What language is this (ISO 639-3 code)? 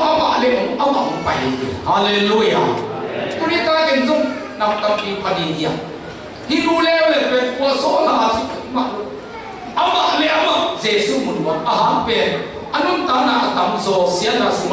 ctd